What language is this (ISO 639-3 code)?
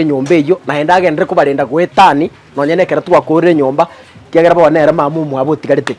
guz